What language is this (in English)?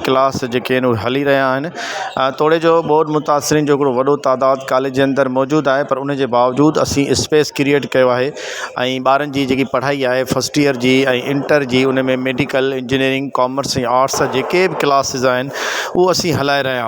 Sindhi